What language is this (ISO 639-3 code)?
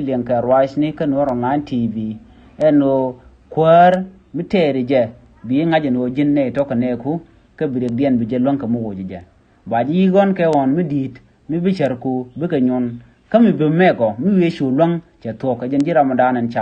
nus